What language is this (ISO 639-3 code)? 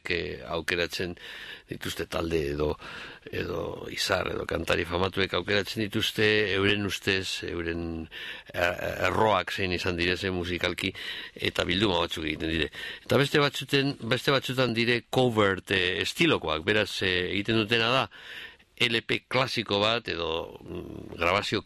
eus